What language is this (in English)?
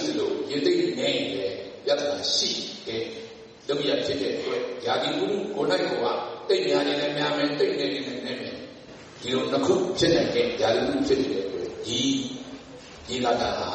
Burmese